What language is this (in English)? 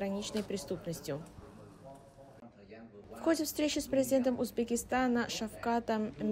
Russian